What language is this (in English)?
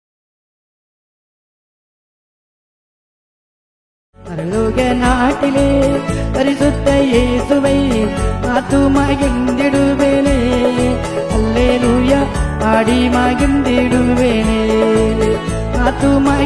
Tamil